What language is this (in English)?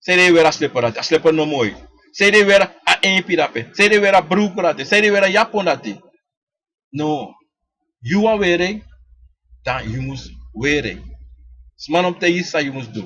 Sranan Tongo